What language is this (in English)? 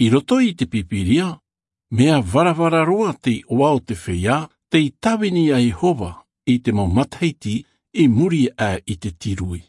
Tahitian